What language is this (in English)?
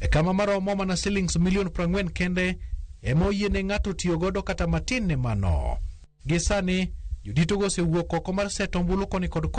Luo (Kenya and Tanzania)